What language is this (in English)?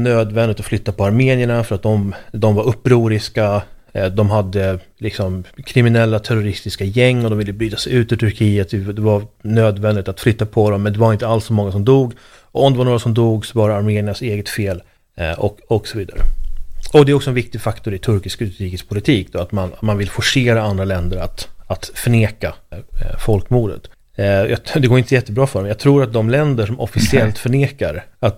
Swedish